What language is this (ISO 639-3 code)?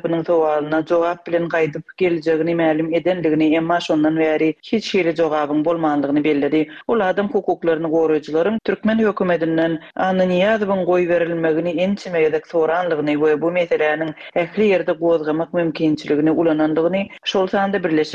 tuk